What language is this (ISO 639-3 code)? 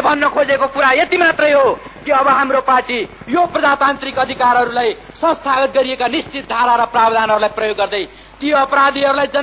nep